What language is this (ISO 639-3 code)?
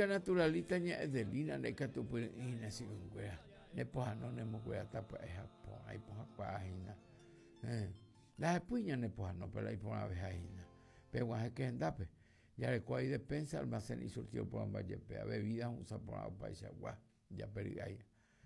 grn